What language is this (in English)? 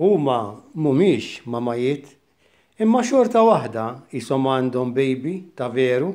Maltese